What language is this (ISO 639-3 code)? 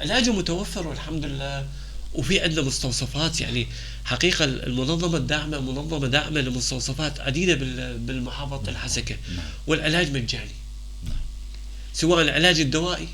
apc